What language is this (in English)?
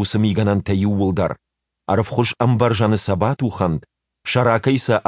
Ossetic